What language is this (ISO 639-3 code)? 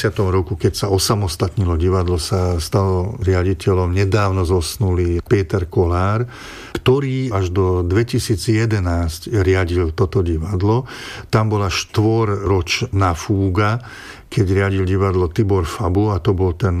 slk